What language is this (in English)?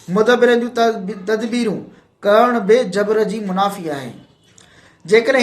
Sindhi